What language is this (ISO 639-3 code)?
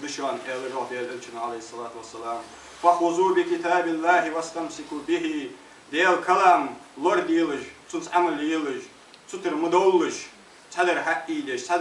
inh